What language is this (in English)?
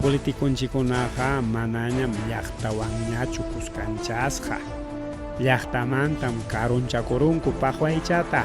Ayacucho Quechua